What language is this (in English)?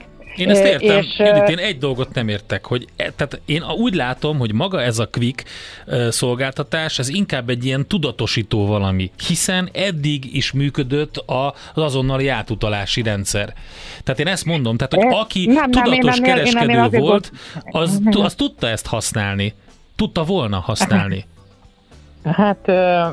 Hungarian